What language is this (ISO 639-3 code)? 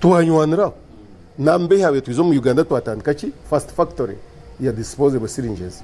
nyn